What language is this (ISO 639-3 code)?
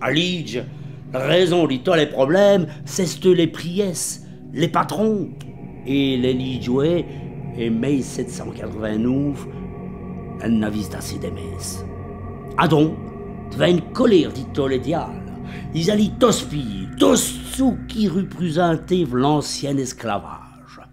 wln